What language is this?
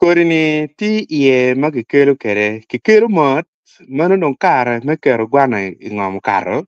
Acoli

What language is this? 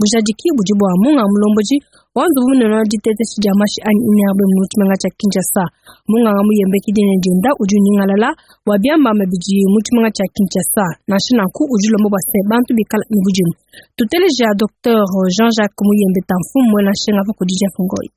Luba-Lulua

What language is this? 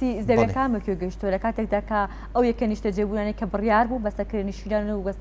Central Kurdish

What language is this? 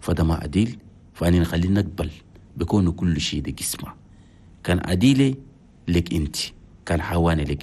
Chadian Arabic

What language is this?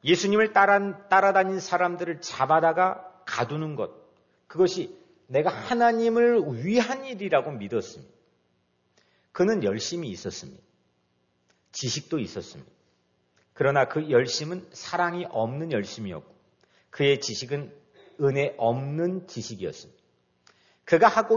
Korean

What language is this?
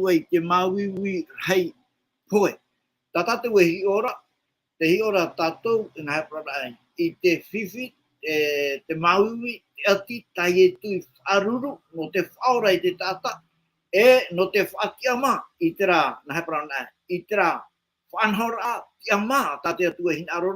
Tahitian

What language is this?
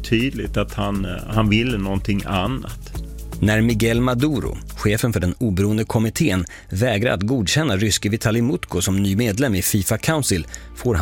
Swedish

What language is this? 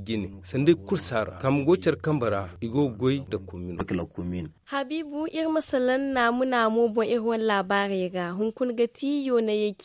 Zarma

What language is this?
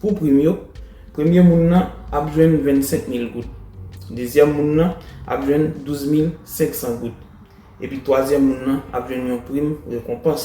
Haitian Creole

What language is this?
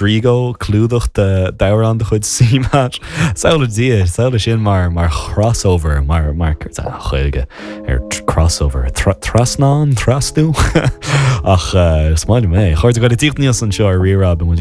Irish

